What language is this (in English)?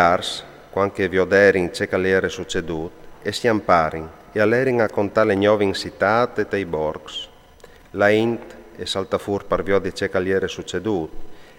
Friulian